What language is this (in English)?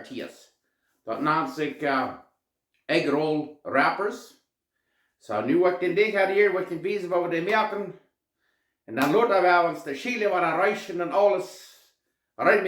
Plautdietsch